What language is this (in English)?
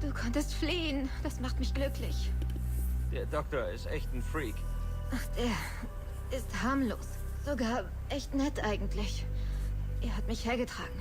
Swiss German